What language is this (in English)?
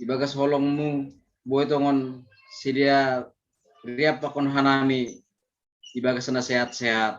Batak Simalungun